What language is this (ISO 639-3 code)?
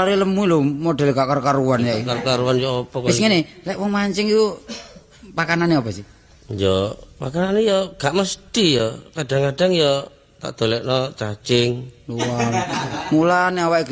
jav